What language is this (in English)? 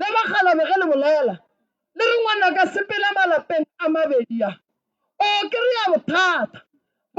Northern Sotho